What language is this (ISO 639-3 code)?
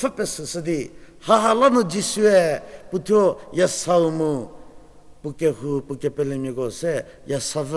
njm